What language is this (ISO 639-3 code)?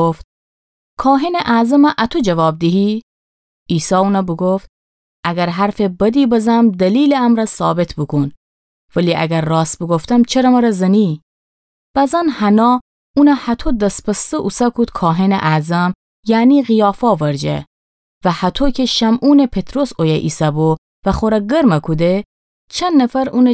glk